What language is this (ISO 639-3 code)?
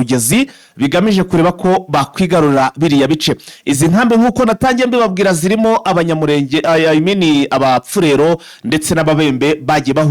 kin